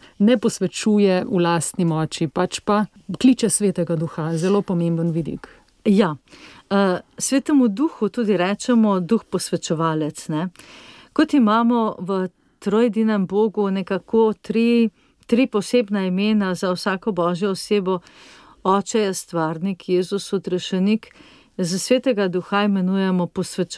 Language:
Slovenian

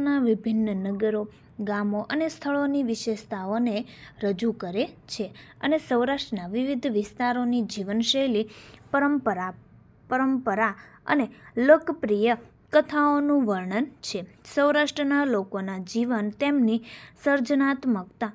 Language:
Gujarati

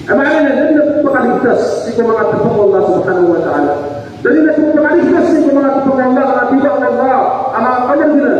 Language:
Maranao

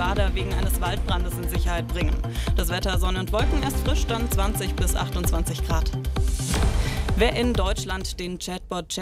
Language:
German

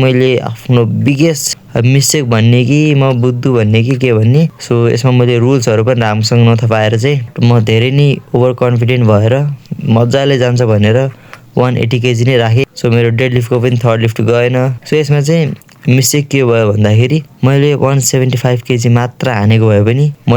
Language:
Nepali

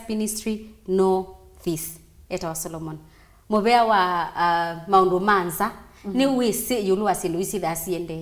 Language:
Kamba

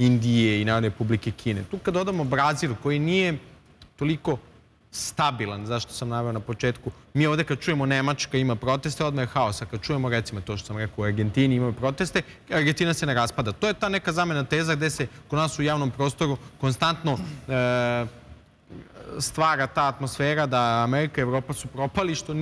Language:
Serbian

